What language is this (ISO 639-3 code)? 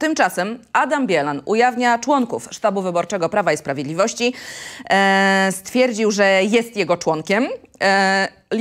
pol